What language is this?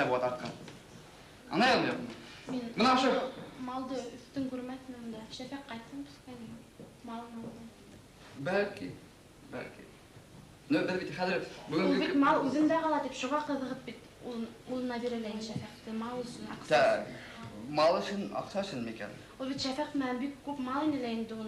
Bashkir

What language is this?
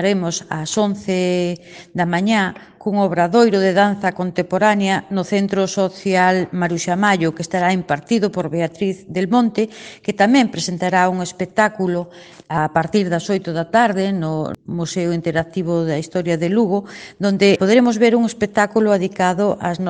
Galician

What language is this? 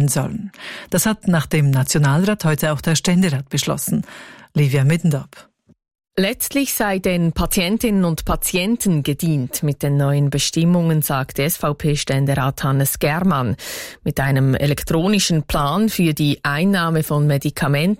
German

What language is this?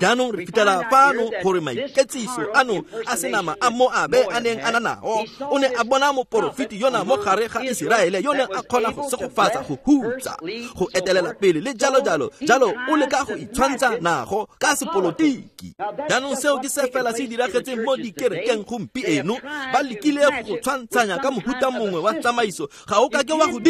Tswana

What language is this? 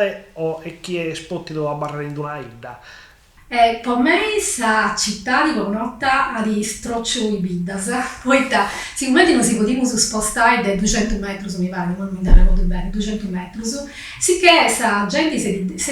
Sardinian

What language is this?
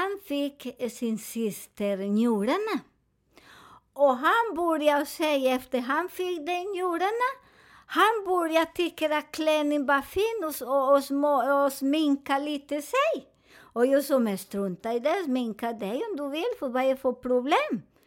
Swedish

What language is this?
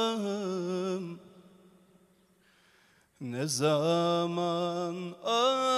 Turkish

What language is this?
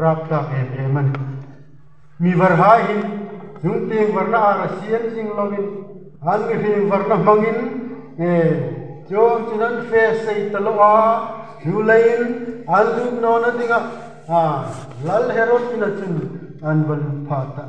Hmar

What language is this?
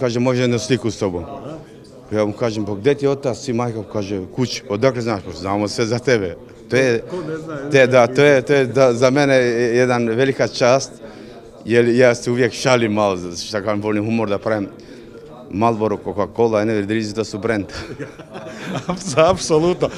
Croatian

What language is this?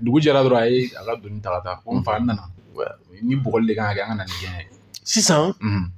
Bambara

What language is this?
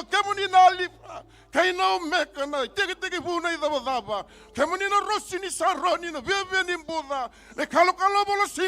Fijian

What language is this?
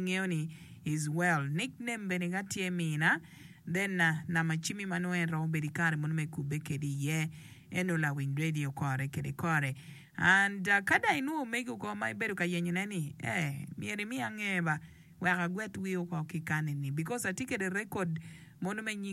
Acoli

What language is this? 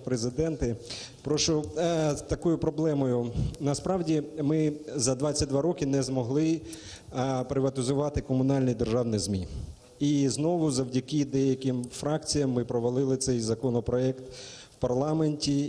Ukrainian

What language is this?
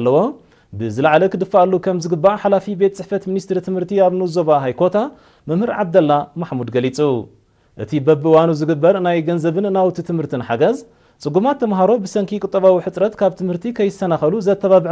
Tigrinya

